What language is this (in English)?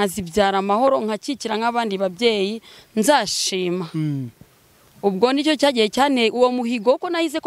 Kinyarwanda